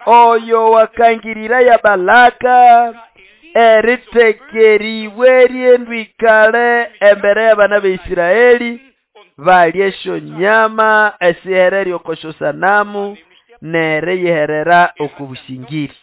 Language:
Nande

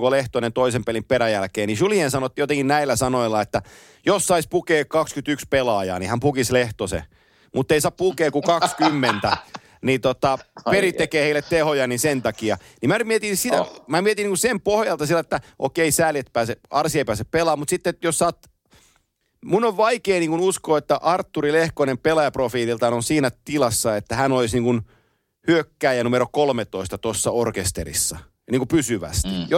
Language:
Finnish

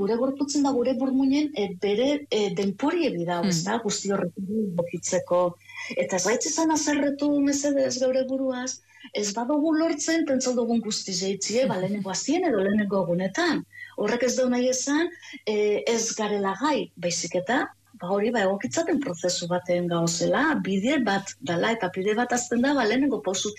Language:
Basque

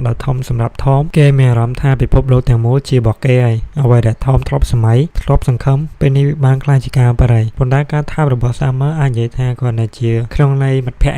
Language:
Khmer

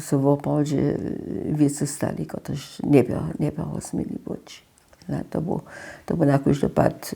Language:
Upper Sorbian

